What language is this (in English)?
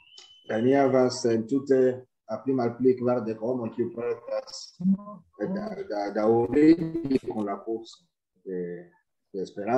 Esperanto